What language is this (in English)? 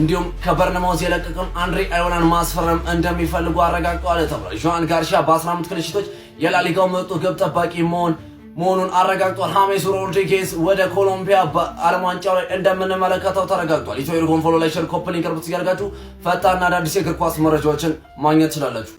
Amharic